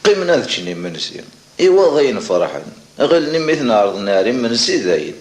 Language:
Kabyle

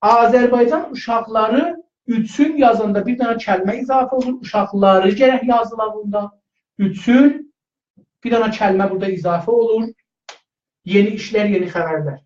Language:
South Azerbaijani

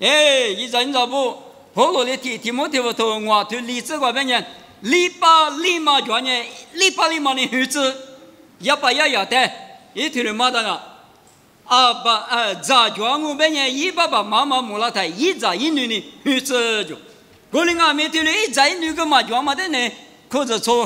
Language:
Lisu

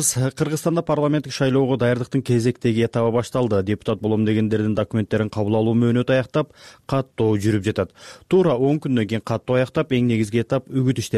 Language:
Kyrgyz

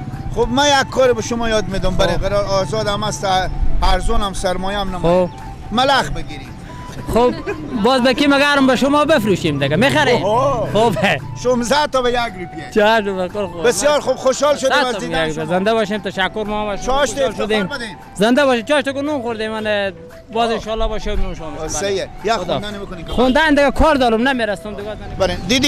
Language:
Persian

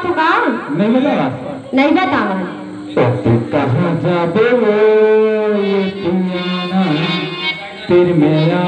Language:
Chhattisgarhi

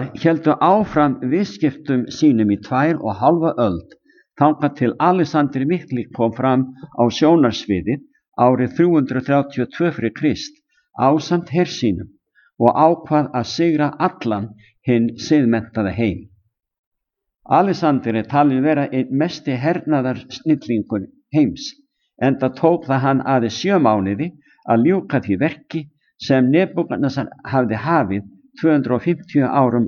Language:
Icelandic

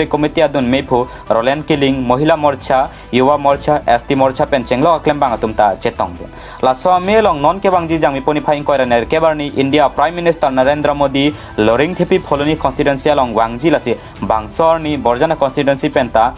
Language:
Karbi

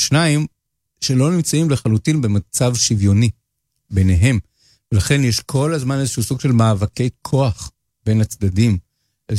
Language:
Hebrew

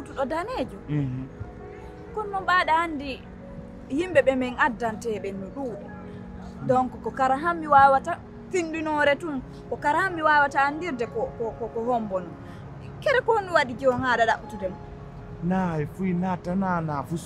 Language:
Pular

